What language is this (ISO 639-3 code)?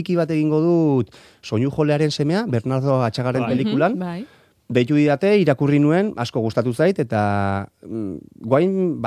eus